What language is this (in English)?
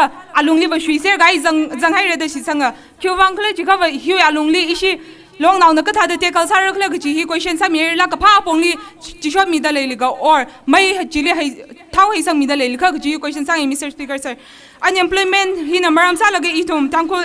Tangkhul Naga (India)